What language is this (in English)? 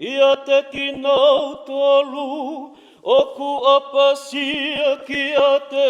Tongan